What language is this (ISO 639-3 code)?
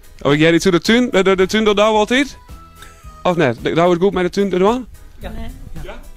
fry